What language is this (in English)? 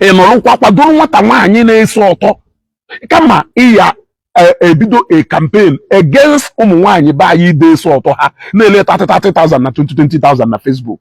Igbo